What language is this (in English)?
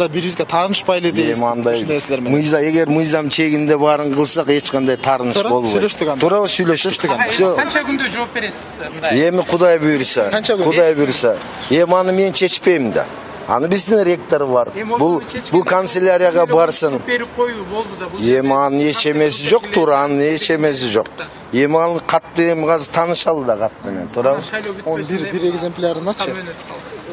Kyrgyz